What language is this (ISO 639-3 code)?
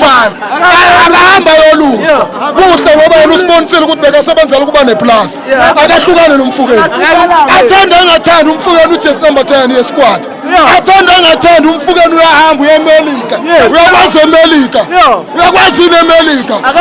zul